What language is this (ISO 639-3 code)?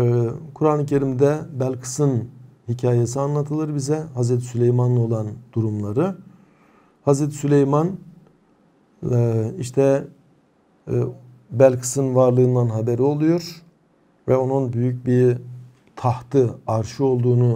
tur